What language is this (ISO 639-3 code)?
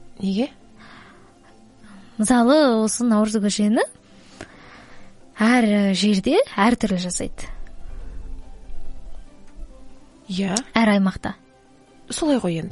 kaz